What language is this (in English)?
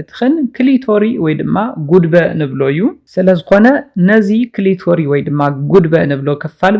Tigrinya